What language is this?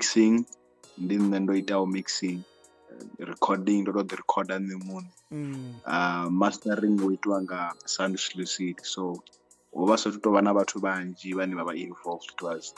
Venda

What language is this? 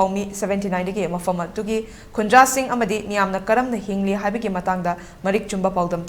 Manipuri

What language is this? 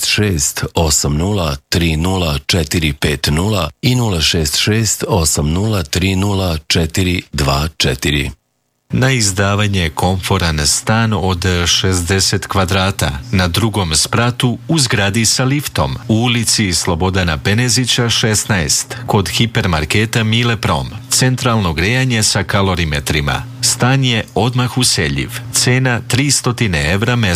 Serbian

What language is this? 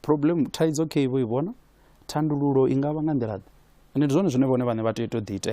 Venda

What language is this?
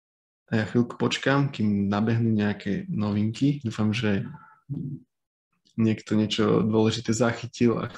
Slovak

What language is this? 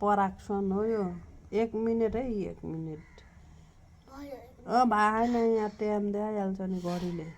Nepali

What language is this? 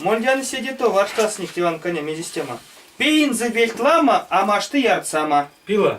Erzya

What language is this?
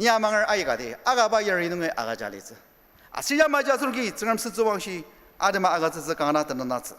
Ao Naga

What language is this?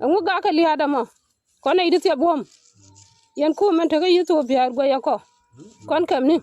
Nuer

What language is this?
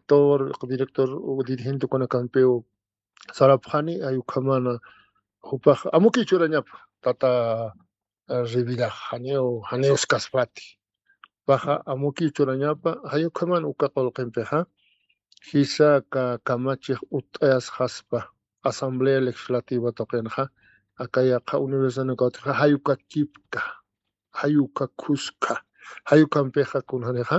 Aymara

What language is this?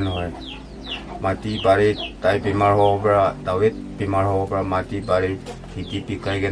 Naga Pidgin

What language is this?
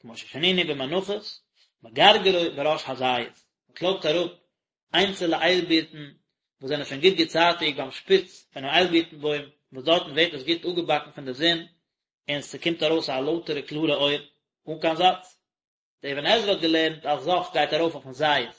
Yiddish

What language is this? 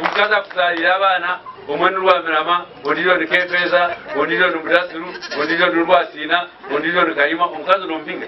Nyankole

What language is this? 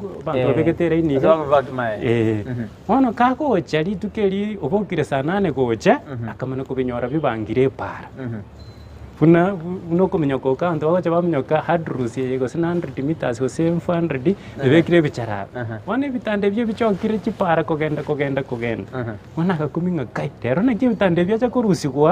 Gusii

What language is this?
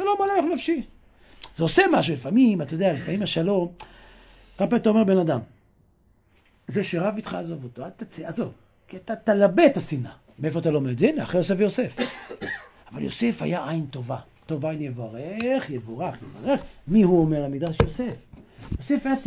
Hebrew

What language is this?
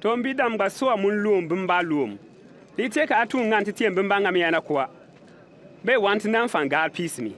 Bimoba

